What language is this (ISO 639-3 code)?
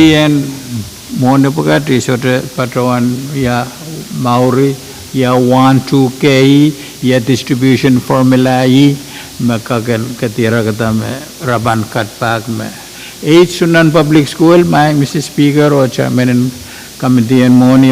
pon